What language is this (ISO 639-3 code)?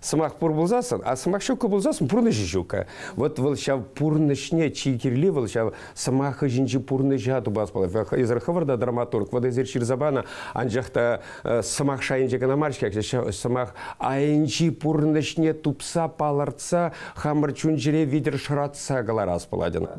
chv